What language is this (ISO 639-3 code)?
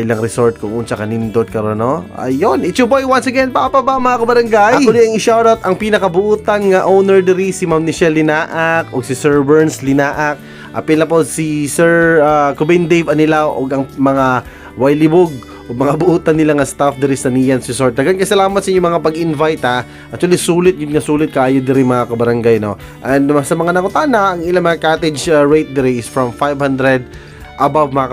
ceb